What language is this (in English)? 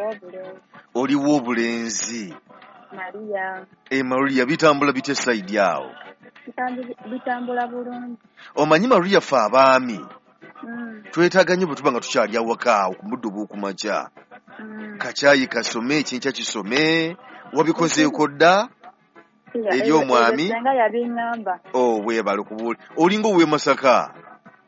Ganda